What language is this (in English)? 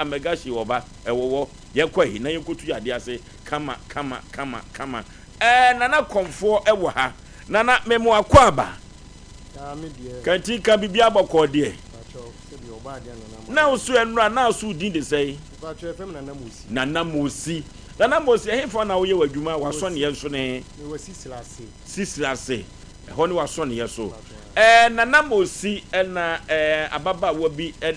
Akan